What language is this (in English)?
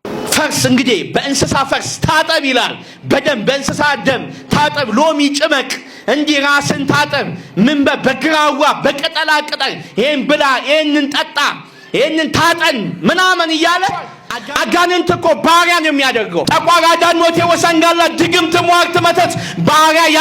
Amharic